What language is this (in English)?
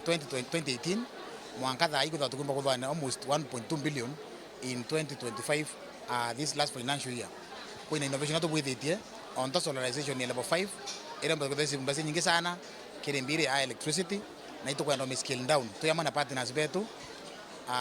Meru